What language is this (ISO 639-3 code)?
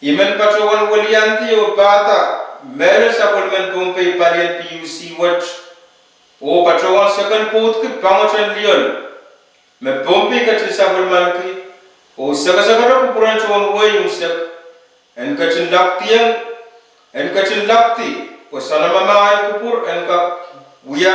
pon